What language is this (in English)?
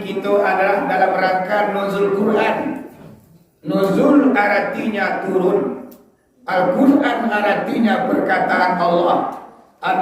Minangkabau